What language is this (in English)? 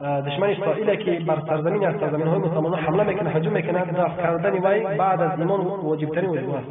Tajik